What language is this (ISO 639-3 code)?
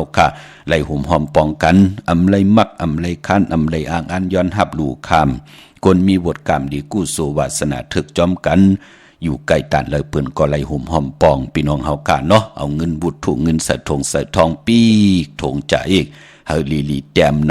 shn